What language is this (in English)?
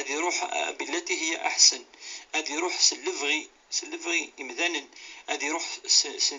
Kabyle